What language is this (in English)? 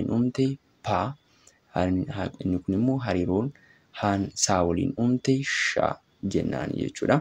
Oromo